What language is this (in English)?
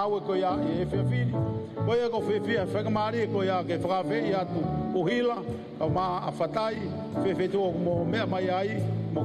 Tongan